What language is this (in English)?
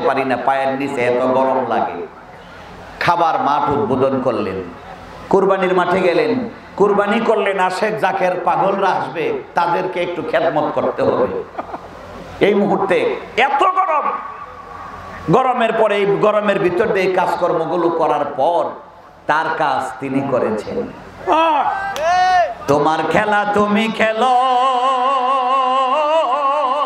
Bangla